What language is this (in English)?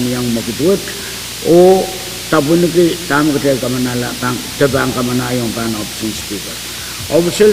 Pohnpeian